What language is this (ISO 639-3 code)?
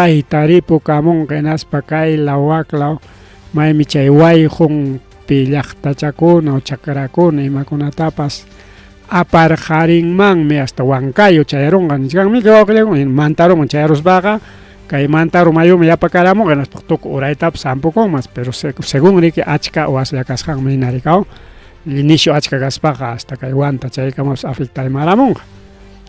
quy